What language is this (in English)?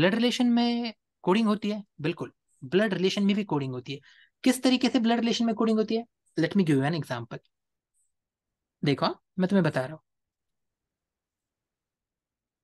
Hindi